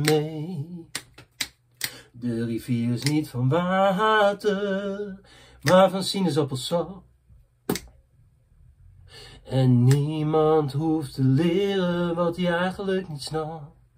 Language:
Dutch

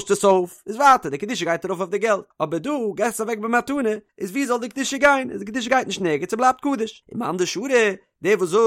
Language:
Yiddish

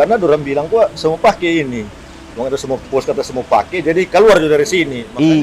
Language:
Manado Malay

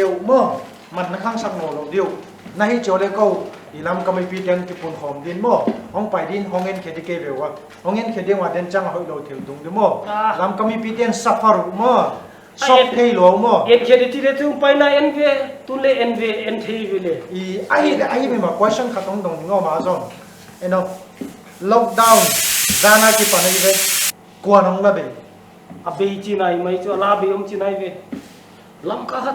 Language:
Paite Chin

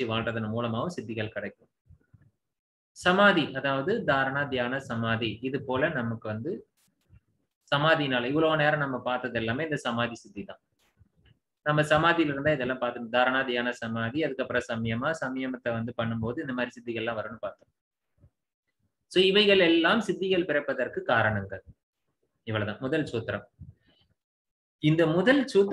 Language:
Tamil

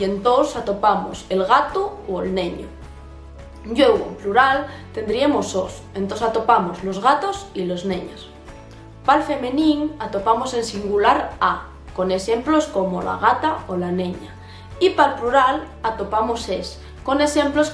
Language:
Asturian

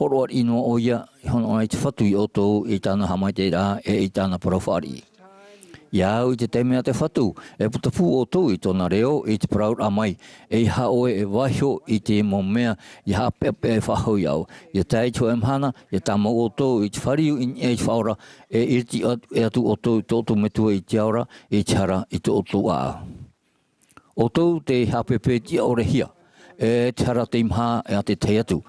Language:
Tahitian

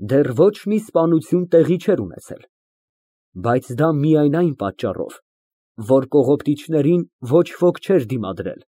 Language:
Armenian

